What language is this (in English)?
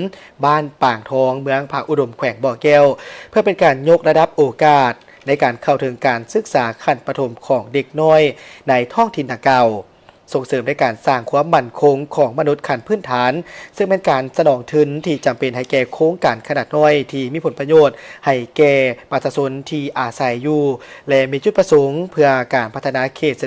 Lao